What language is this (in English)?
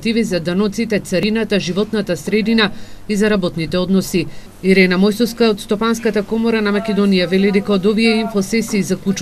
Macedonian